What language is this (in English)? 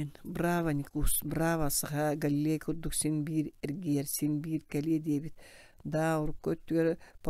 Yakut